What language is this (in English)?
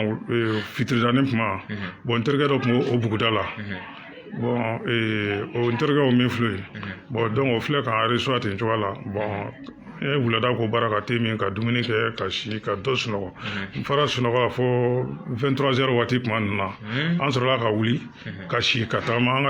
Bambara